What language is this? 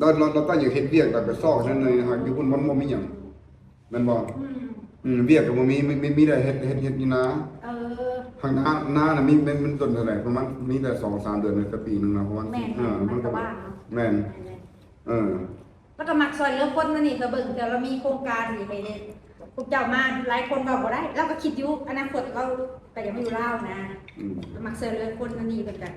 Lao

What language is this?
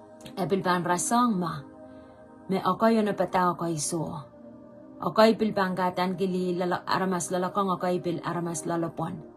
Pohnpeian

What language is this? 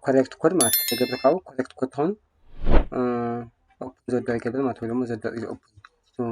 Tigrinya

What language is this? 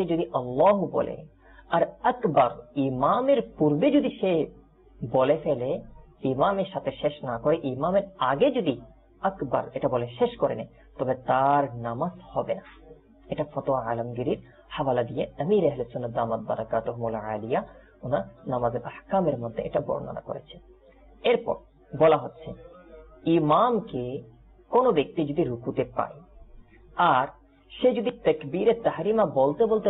Bangla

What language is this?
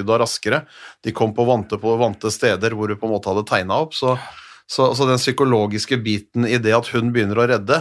Norwegian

